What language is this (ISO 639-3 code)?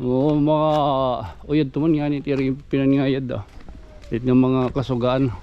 war